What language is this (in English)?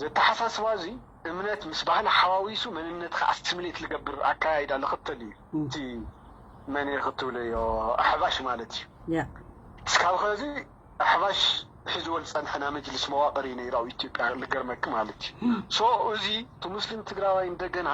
Tigrinya